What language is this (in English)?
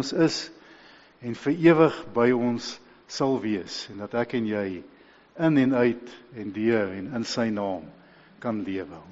Afrikaans